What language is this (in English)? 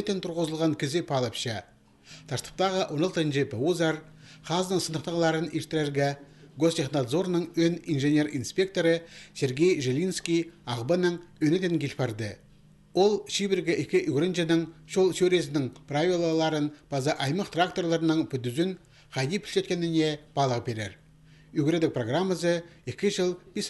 Khakas